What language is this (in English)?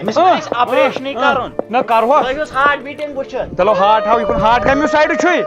Kashmiri